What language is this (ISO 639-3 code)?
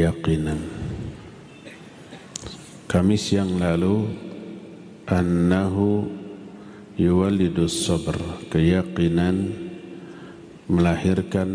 ind